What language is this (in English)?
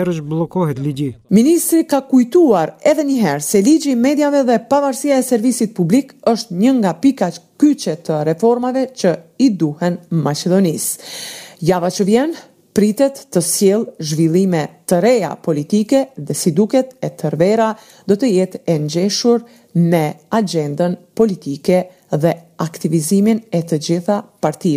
Albanian